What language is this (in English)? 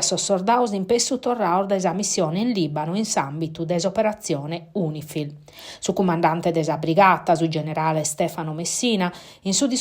Sardinian